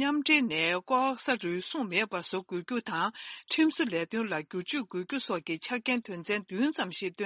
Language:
Tibetan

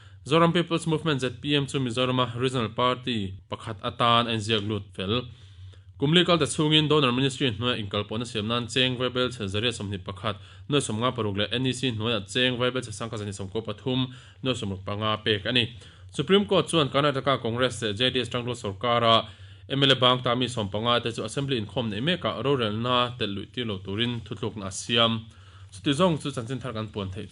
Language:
Mizo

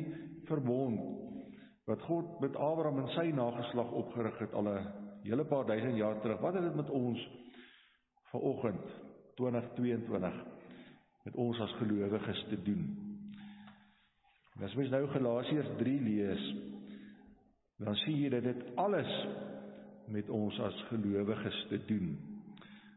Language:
Afrikaans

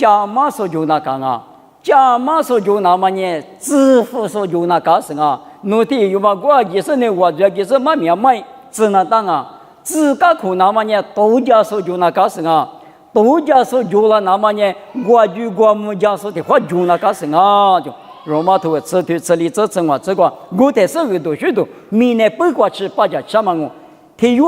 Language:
Lisu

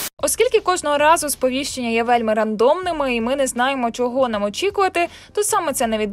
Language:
Ukrainian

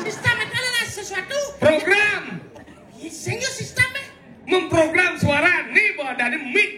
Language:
Balinese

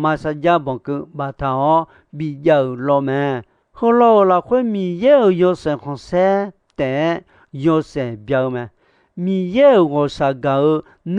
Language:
Akha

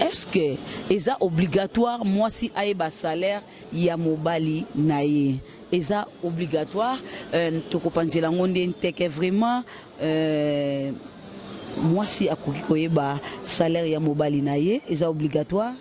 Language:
Lingala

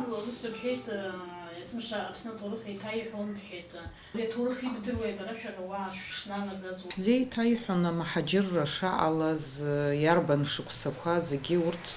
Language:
Abkhazian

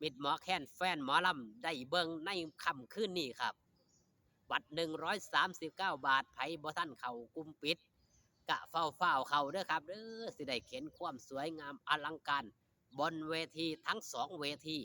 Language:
Northeastern Thai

